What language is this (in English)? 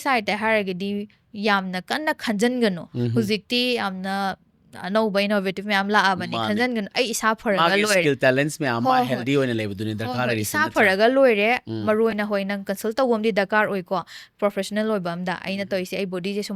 Manipuri